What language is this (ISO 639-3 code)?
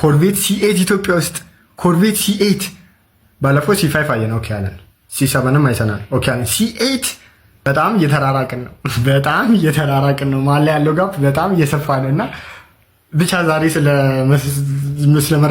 amh